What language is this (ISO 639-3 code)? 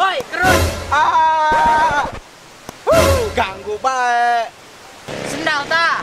sun